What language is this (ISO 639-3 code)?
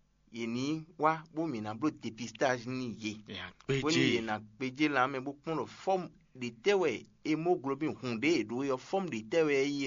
fon